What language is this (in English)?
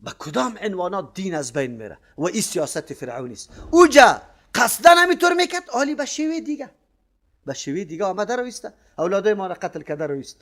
Persian